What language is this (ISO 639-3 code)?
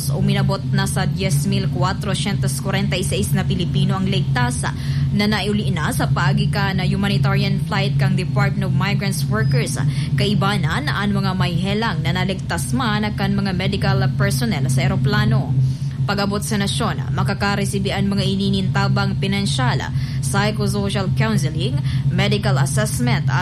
bik